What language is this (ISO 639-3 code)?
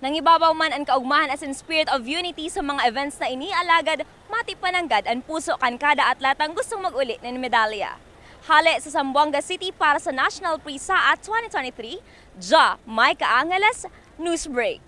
bik